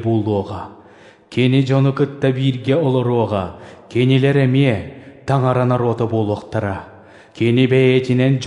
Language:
Yakut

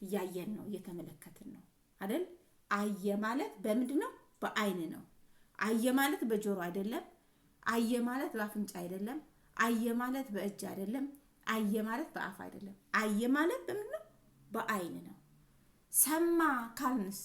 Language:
Amharic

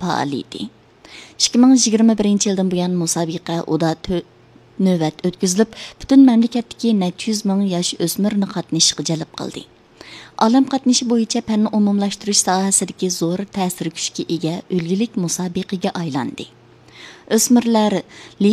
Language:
Uyghur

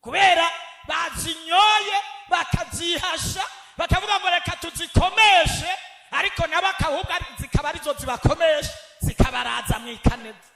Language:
Rundi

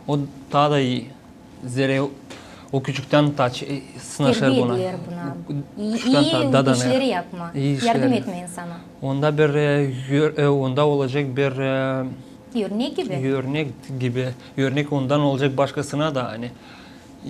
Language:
Gagauz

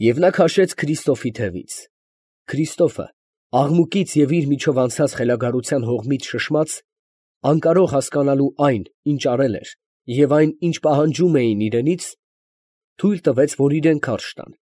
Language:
Armenian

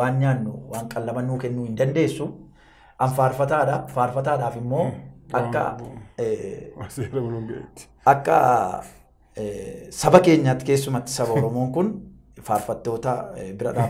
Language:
Oromo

